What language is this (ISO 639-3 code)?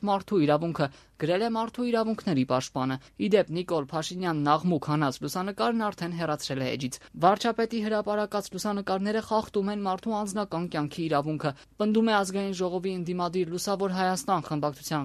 hye